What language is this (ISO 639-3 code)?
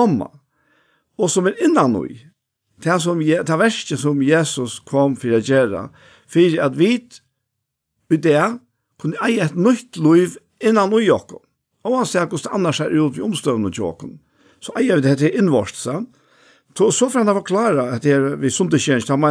fao